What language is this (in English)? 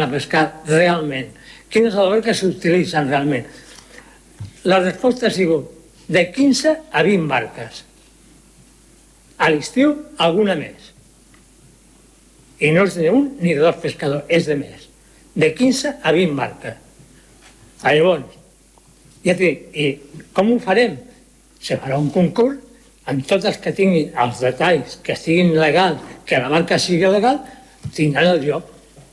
Catalan